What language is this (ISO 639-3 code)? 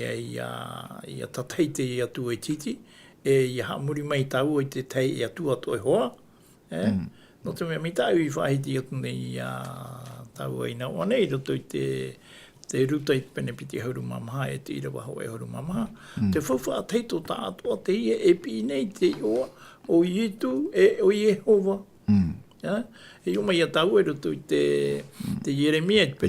tah